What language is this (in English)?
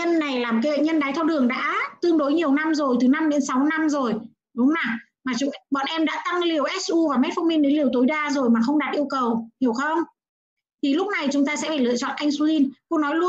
Vietnamese